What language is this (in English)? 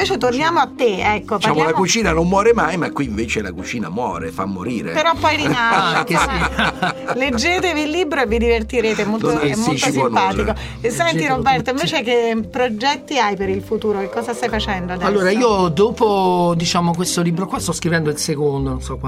Italian